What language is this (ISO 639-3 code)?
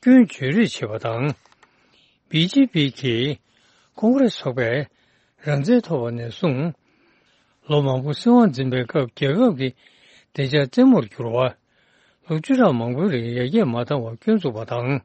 bod